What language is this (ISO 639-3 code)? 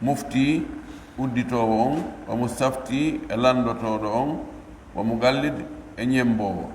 fuf